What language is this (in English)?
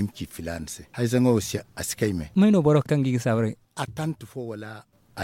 Zarma